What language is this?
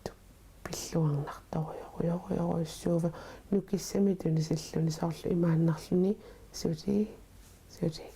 Kalaallisut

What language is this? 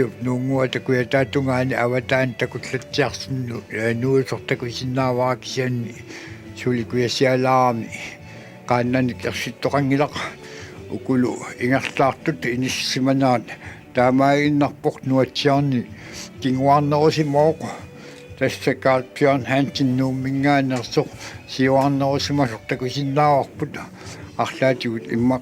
Kalaallisut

